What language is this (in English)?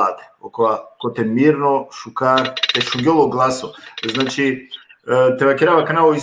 Balkan Romani